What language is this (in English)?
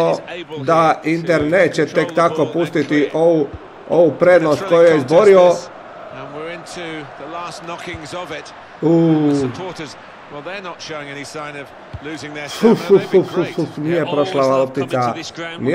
Croatian